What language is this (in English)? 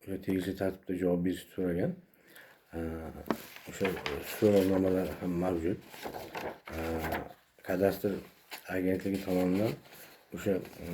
Uzbek